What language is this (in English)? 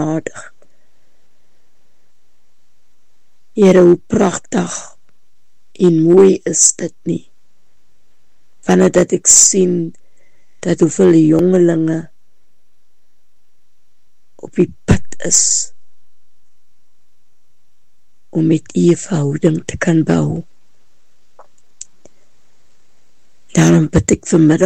Afrikaans